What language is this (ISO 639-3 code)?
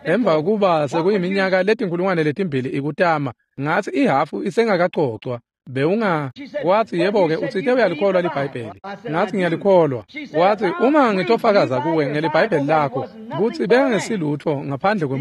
ssw